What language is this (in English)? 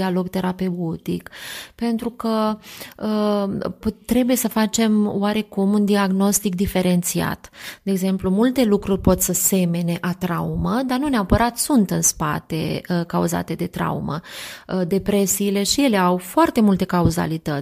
Romanian